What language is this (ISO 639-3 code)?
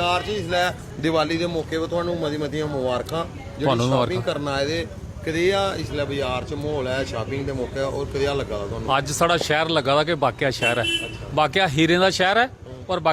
doi